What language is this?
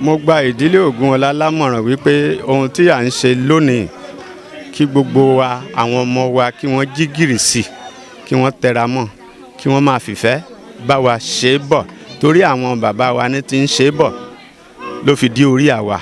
Yoruba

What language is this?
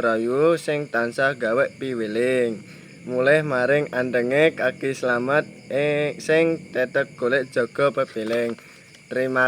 Javanese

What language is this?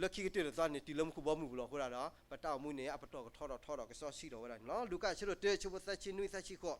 S'gaw Karen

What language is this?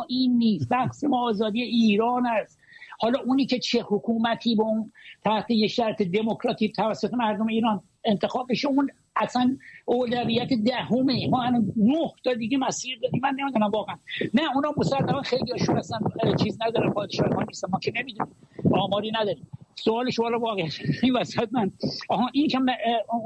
Persian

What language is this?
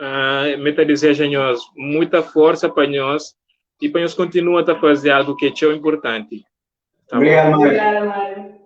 Kabuverdianu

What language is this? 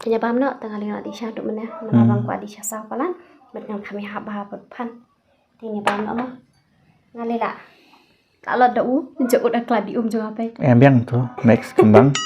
Khasi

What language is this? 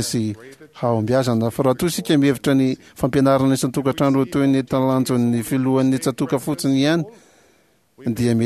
Malagasy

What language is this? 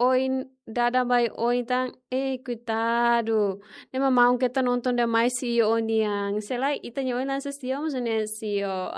Tetum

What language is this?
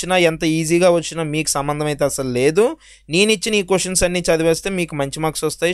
Telugu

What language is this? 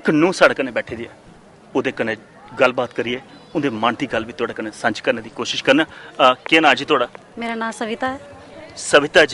Dogri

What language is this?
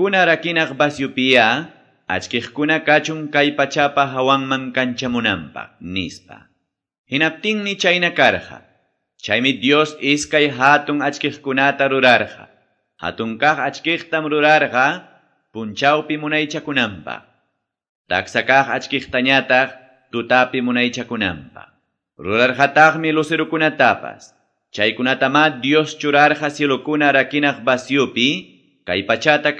Quechua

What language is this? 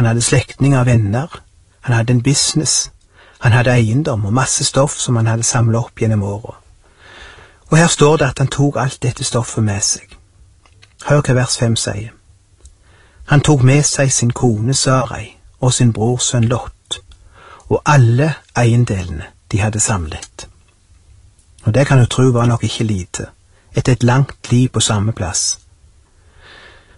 Norwegian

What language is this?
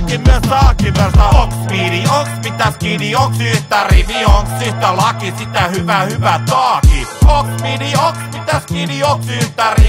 Finnish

